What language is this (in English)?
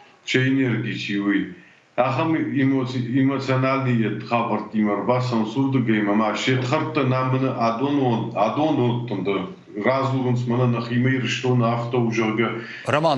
Ossetic